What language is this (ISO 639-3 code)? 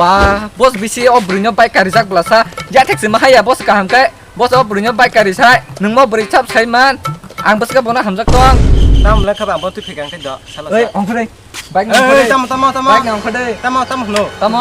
trp